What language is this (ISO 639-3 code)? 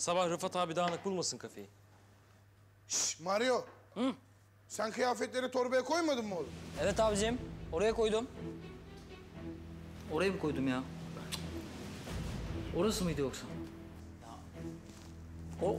tur